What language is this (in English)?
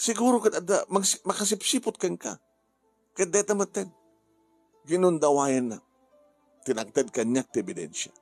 Iloko